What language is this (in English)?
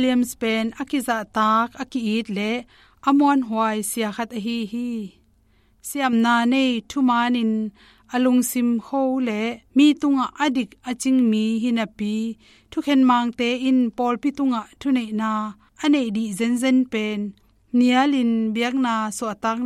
Tedim Chin